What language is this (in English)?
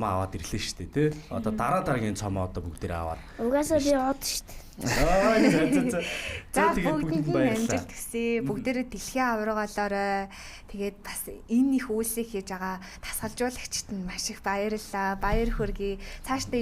Mongolian